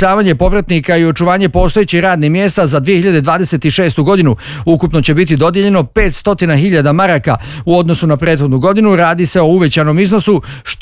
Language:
Bosnian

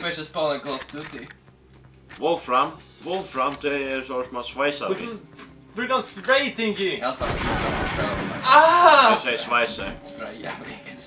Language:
Faroese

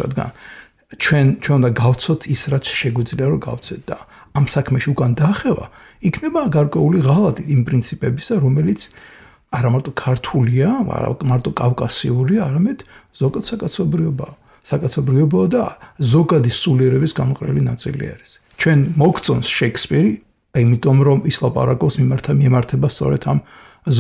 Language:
Georgian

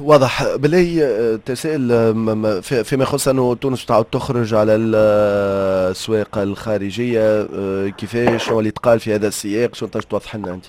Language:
Tunisian Arabic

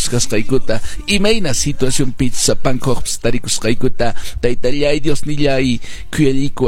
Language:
Quechua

